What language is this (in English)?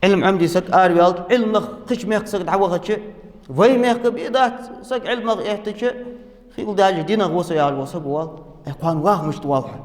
Ingush